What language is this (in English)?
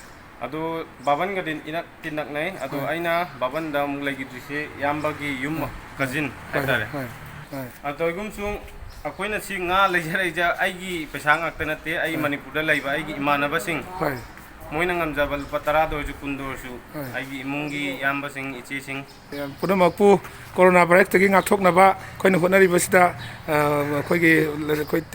Manipuri